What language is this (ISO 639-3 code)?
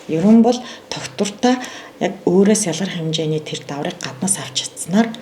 mon